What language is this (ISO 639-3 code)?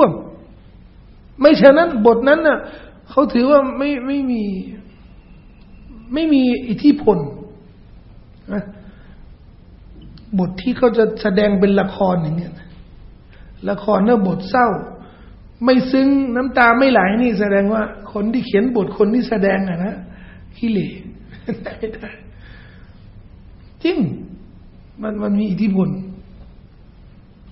tha